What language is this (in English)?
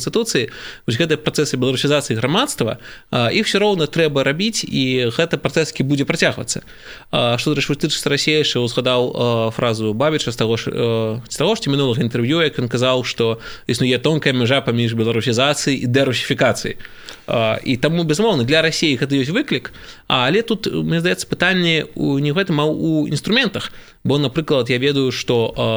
Belarusian